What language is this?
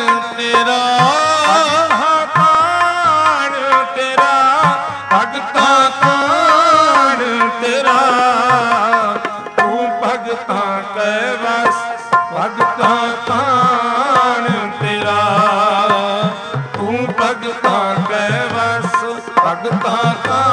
Punjabi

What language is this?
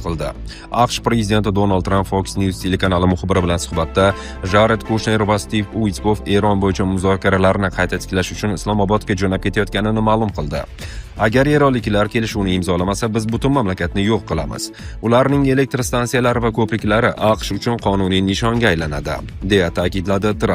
Uzbek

